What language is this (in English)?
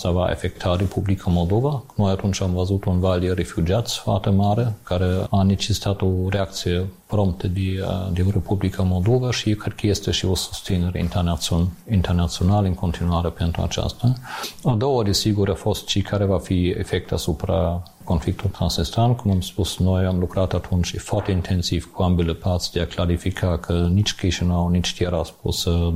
Romanian